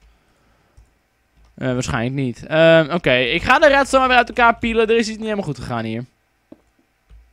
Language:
Dutch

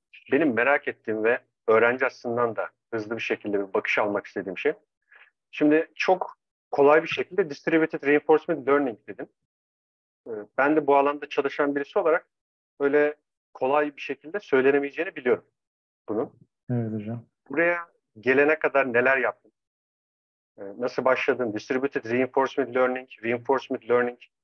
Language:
Turkish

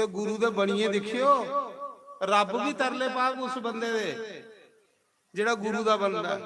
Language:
Dogri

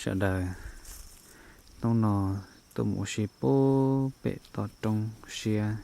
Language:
Hmong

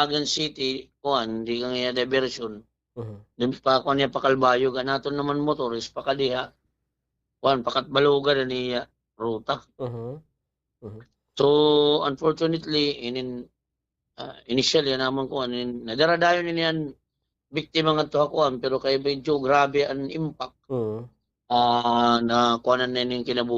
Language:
Waray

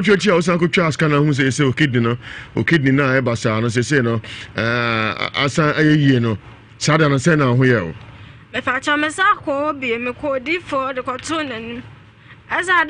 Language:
Akan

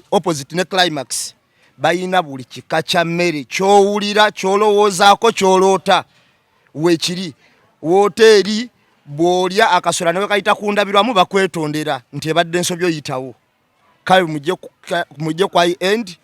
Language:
Ganda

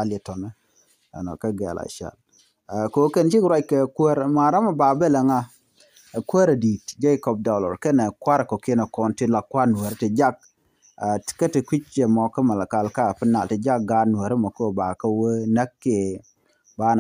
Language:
Nuer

